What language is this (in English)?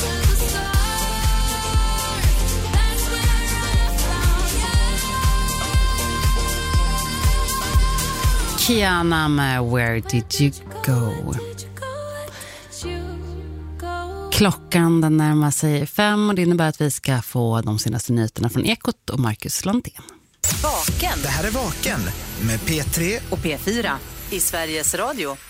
Swedish